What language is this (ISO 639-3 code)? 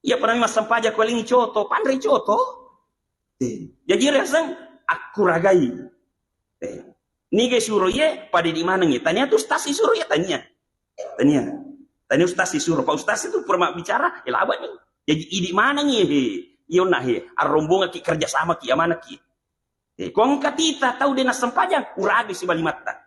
bug